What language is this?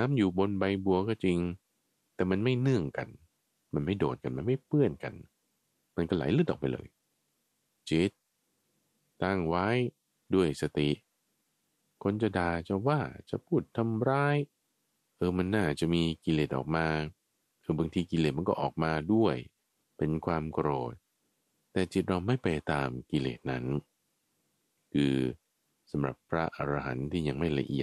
Thai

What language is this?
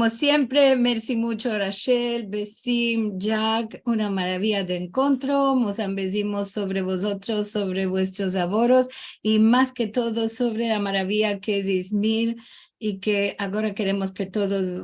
Ladino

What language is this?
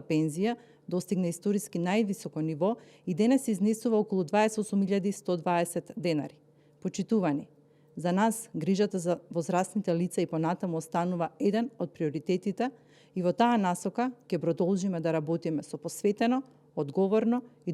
Macedonian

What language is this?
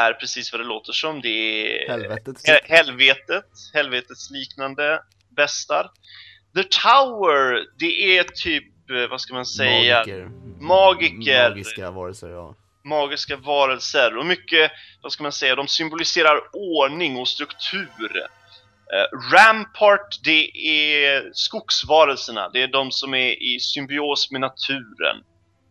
Swedish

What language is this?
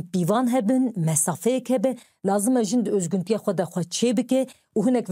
Kurdish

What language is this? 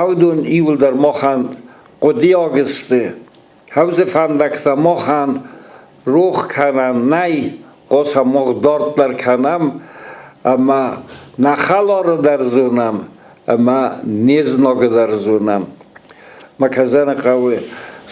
Ossetic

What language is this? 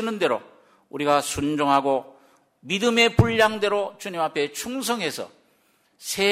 Korean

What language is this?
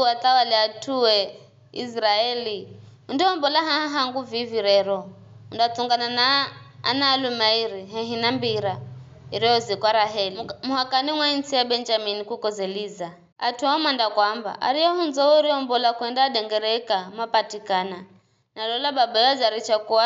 Giryama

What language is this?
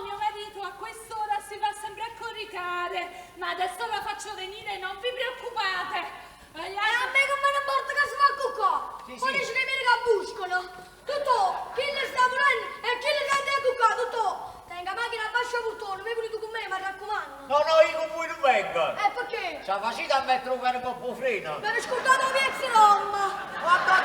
Neapolitan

